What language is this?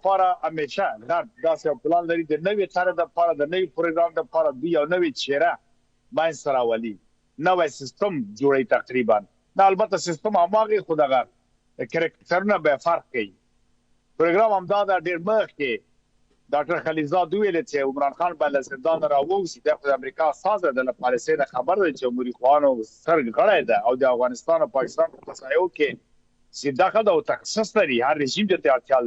Pashto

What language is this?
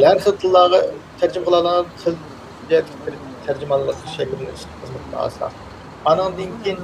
Uyghur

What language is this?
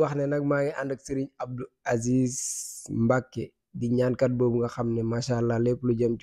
Wolof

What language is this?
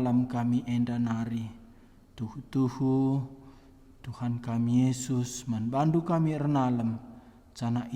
Batak Karo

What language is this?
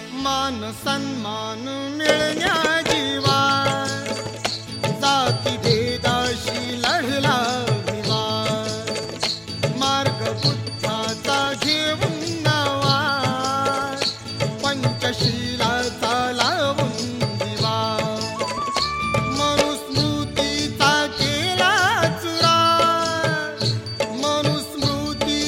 Marathi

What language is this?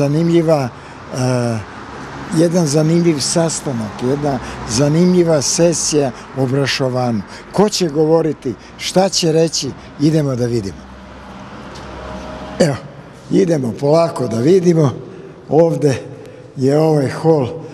Serbian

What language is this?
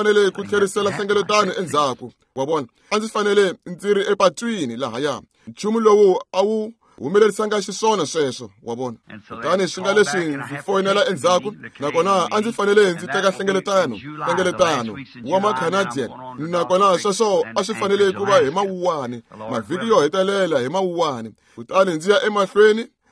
Tsonga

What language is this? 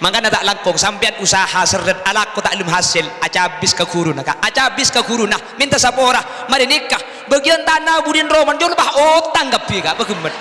Madurese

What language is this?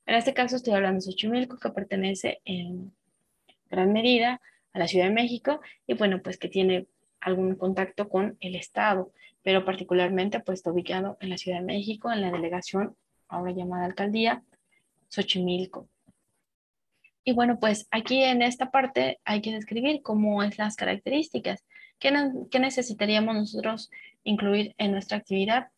Spanish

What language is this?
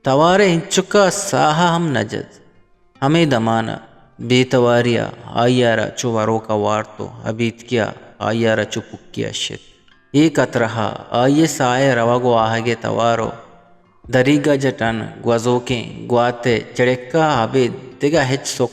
Eastern Balochi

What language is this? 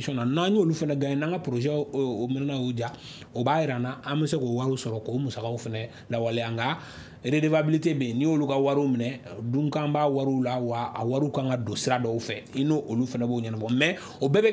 Bambara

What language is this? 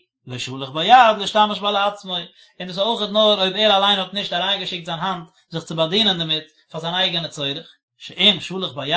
Yiddish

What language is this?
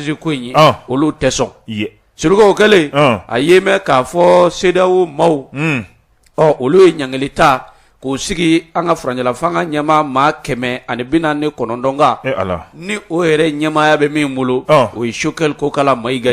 Bambara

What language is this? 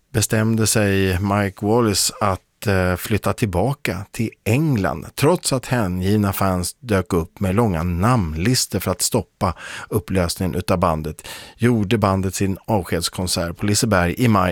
Swedish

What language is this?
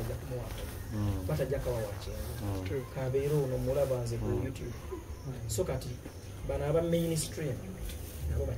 Ganda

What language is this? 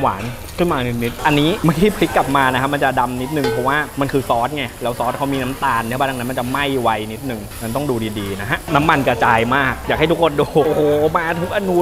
Thai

